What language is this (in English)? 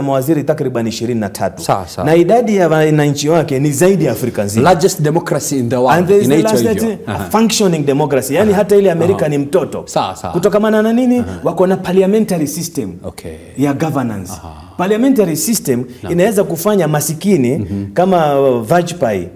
Swahili